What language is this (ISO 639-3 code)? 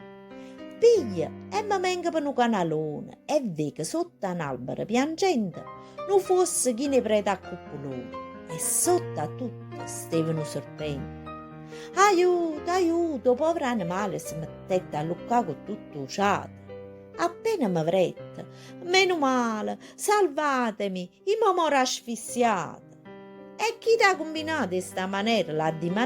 nap